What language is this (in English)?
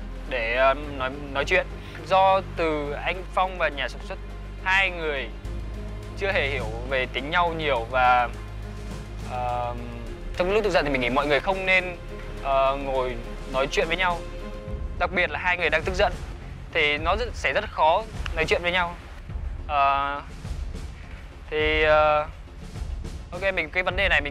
Vietnamese